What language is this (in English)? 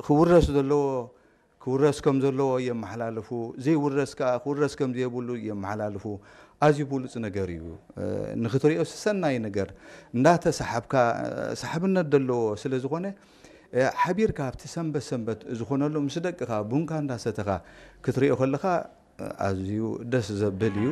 Tigrinya